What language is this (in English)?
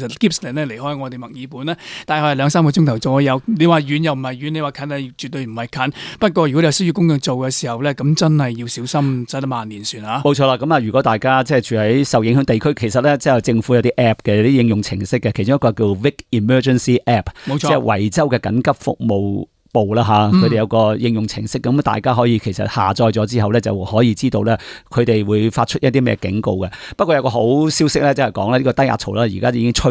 Cantonese